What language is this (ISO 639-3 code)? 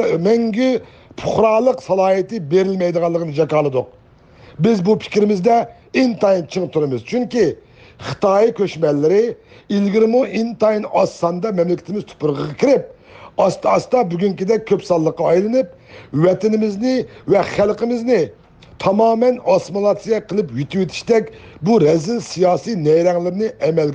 uig